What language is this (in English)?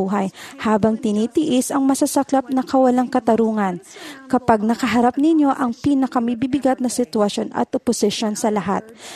Filipino